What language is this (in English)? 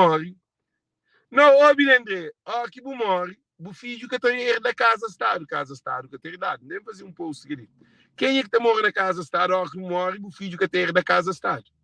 Kabuverdianu